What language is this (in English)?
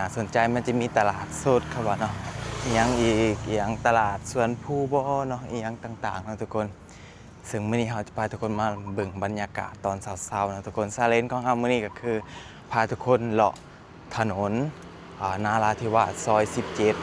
Lao